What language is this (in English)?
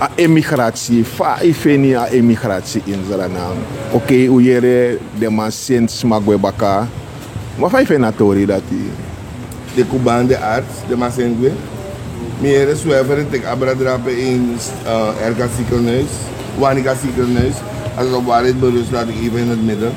Sranan Tongo